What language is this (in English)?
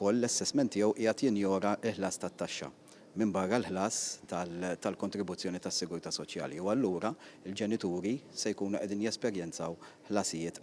Maltese